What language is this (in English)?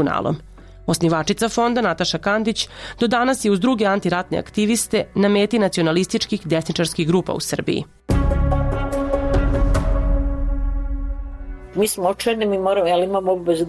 Serbian